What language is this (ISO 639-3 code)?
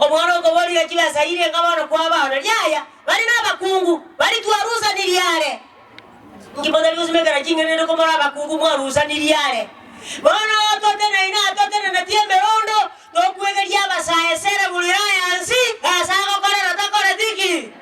guz